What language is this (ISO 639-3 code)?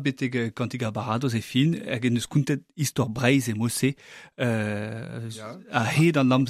bre